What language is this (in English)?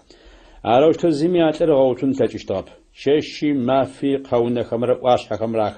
Adyghe